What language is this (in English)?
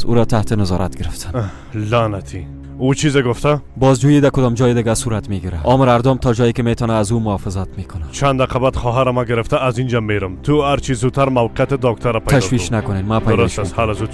Persian